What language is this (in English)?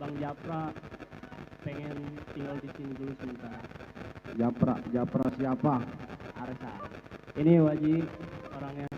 Betawi